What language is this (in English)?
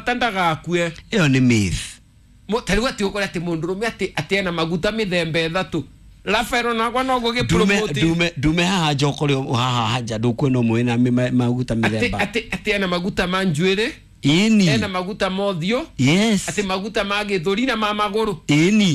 Kikuyu